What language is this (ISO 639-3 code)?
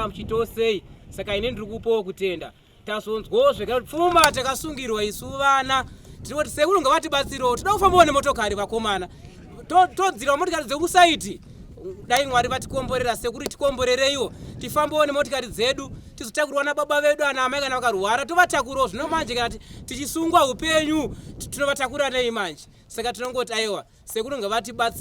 sna